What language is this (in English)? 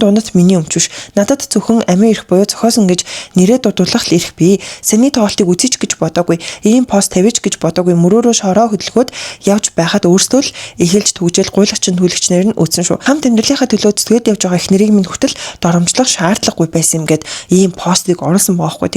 Mongolian